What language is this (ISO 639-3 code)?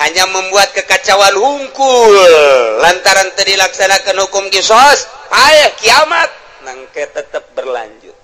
sun